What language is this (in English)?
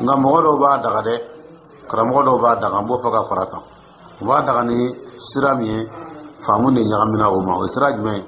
Dyula